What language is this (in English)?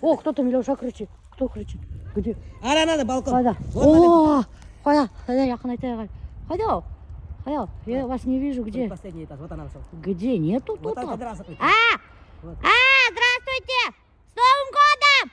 Bashkir